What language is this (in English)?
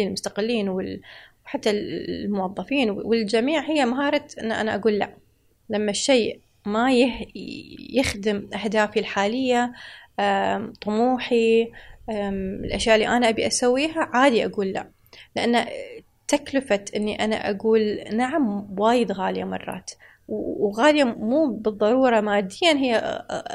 Gulf Arabic